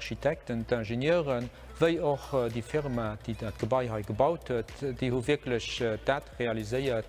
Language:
Luxembourgish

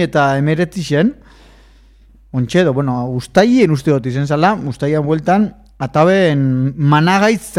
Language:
Basque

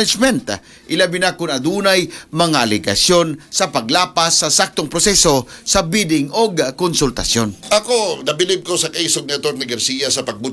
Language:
Cebuano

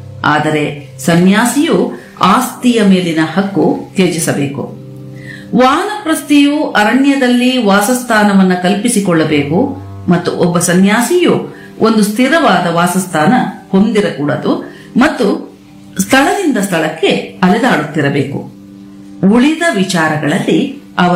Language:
Kannada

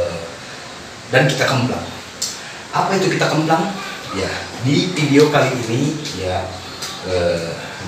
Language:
Betawi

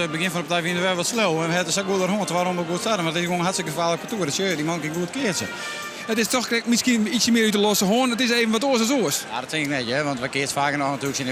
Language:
Western Frisian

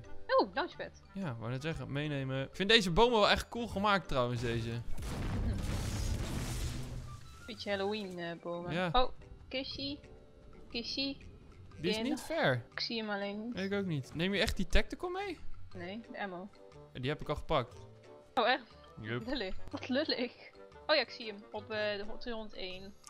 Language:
Dutch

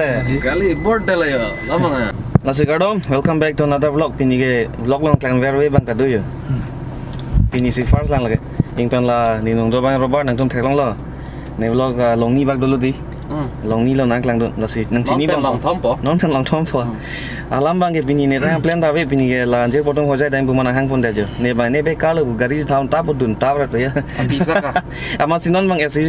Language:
Karbi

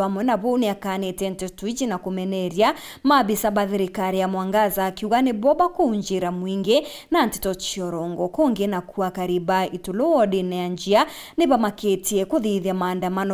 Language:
Meru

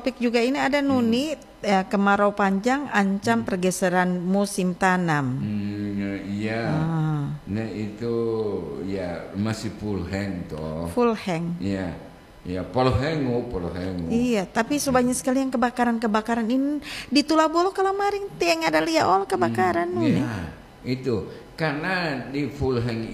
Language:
Indonesian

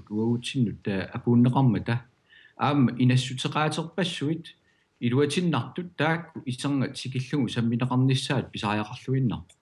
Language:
Kalaallisut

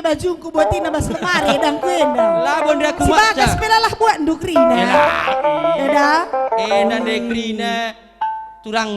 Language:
Batak Karo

